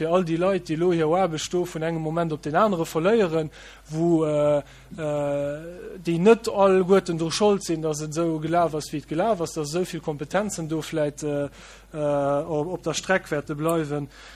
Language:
Luxembourgish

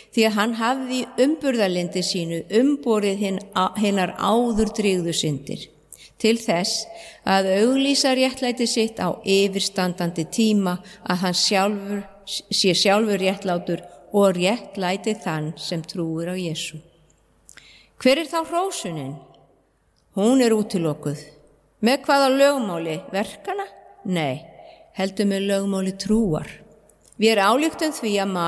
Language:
Icelandic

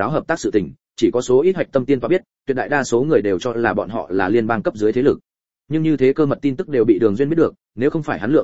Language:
Vietnamese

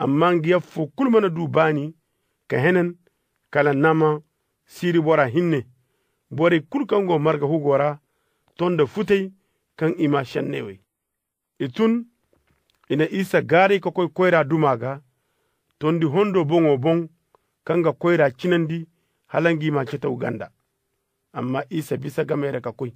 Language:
Zarma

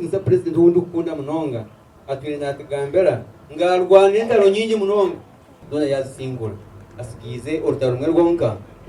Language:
Nyankole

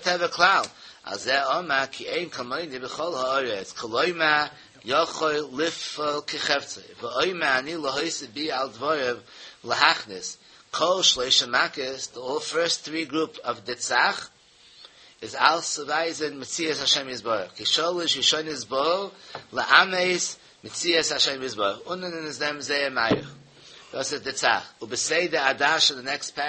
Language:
Yiddish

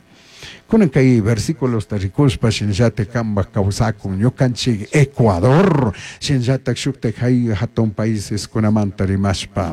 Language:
Chimborazo Highland Quichua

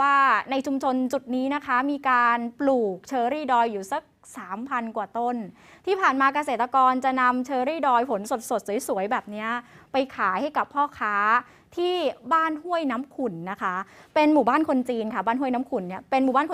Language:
Thai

